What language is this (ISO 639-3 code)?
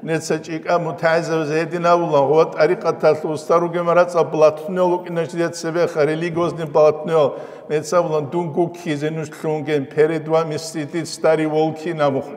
ava